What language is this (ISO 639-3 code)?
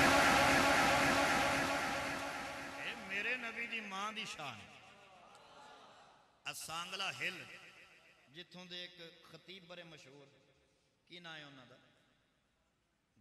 lah